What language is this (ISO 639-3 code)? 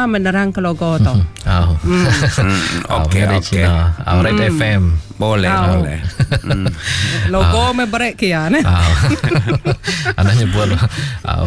iba